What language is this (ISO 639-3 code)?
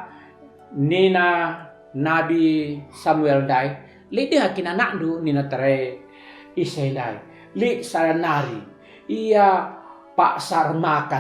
btx